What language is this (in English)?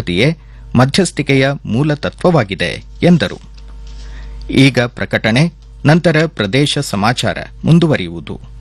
Kannada